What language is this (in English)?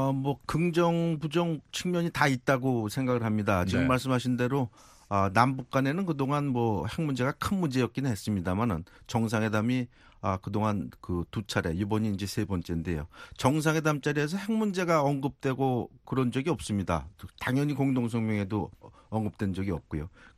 Korean